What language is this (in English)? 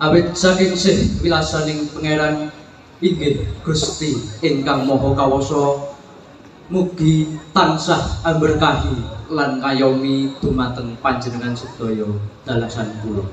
Javanese